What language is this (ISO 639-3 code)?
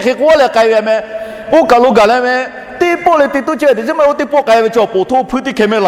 lhu